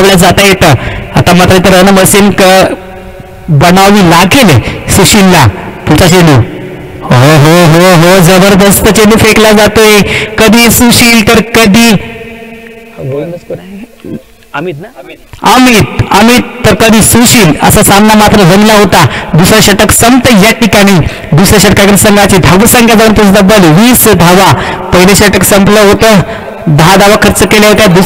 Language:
Marathi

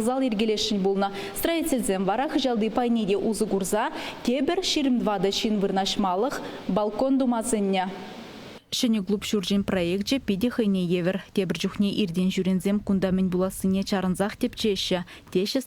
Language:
Chuvash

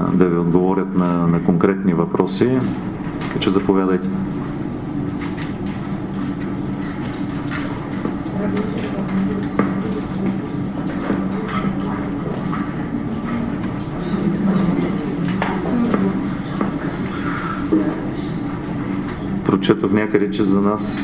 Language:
Bulgarian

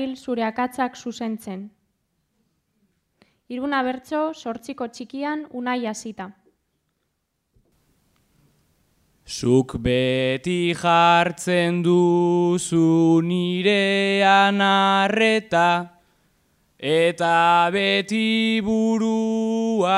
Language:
Basque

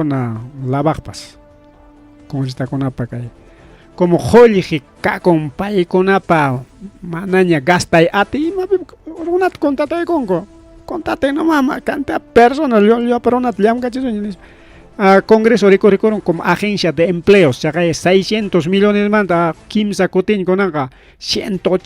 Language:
Ayacucho Quechua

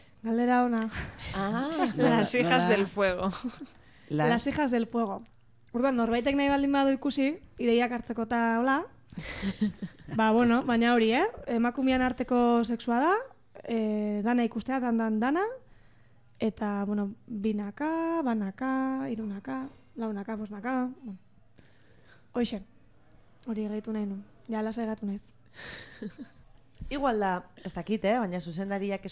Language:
Basque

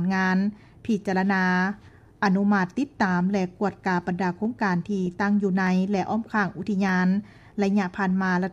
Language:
Lao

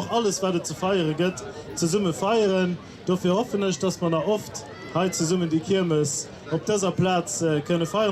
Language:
Luxembourgish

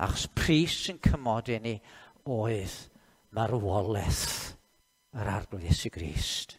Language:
Welsh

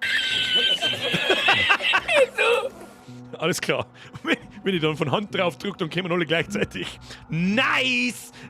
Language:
Bavarian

